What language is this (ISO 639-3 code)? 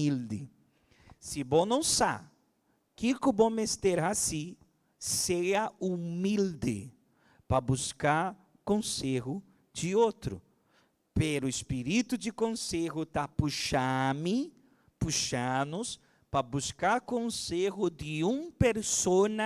pap